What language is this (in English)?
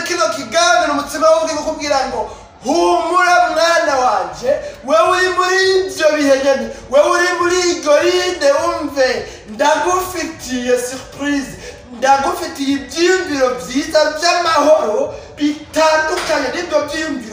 Rundi